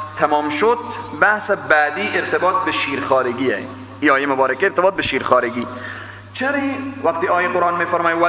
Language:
Persian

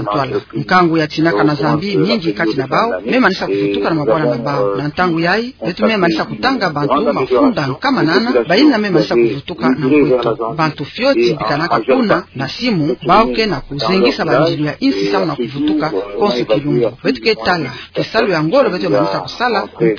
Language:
Kituba (Democratic Republic of Congo)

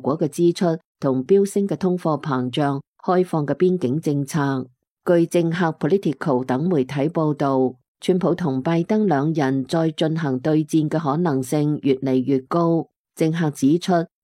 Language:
Cantonese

